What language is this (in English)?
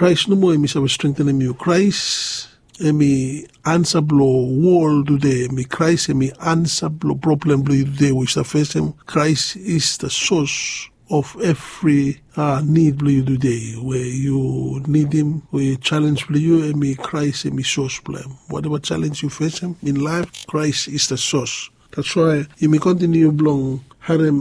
Bislama